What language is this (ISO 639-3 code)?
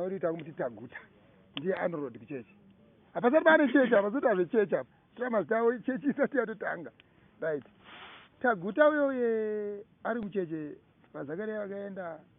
sna